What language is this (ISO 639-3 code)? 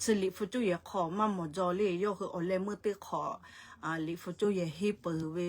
lhu